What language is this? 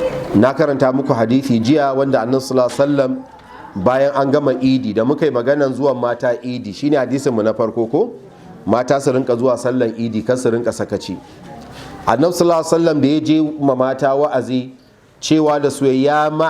Hausa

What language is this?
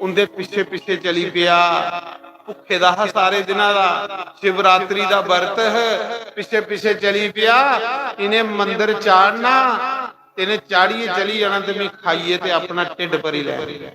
Dogri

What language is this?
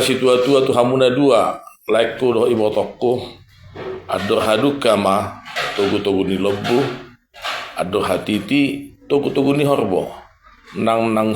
Batak Toba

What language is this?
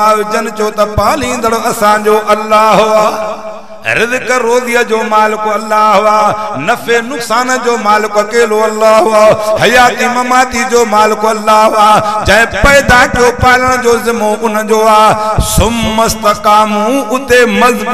Sindhi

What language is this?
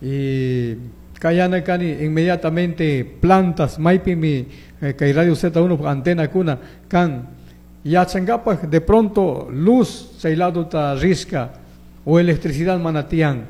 Chimborazo Highland Quichua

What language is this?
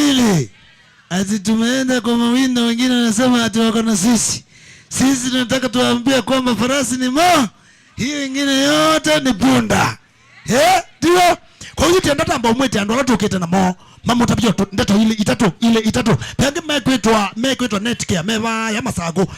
Kamba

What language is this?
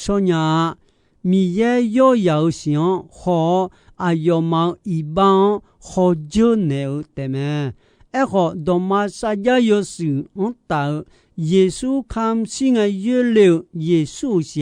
Akha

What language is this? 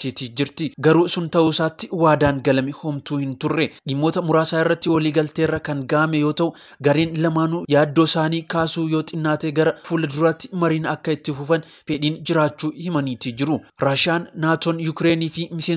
Oromo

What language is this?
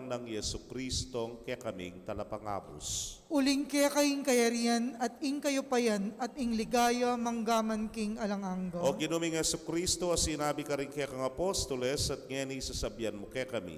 Pampanga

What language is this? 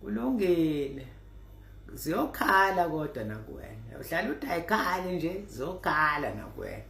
Zulu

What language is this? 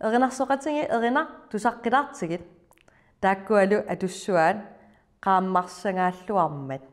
Kalaallisut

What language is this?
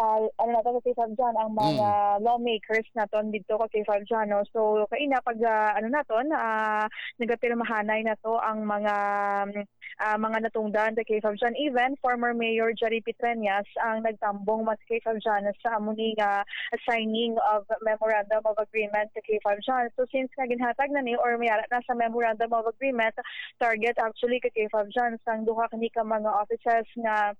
Hiligaynon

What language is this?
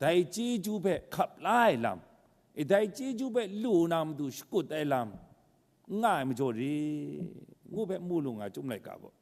Kachin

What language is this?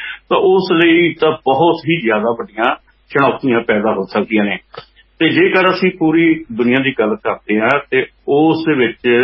Punjabi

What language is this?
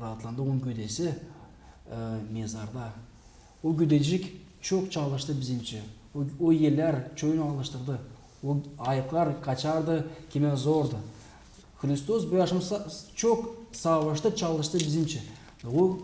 Gagauz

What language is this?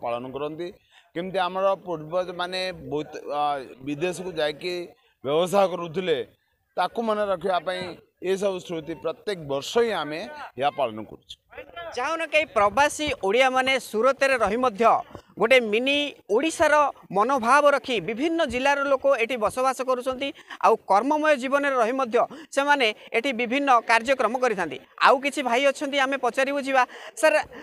Odia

